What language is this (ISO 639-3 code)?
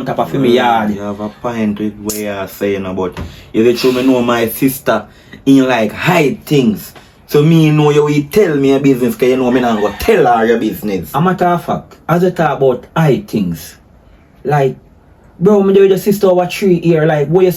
jam